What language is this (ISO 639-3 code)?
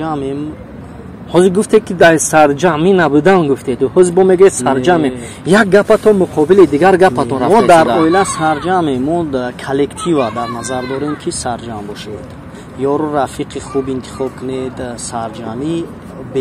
tgk